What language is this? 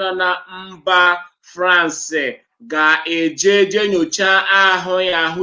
Igbo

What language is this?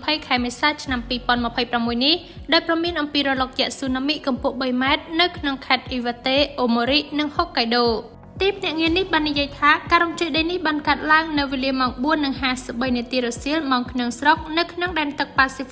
Khmer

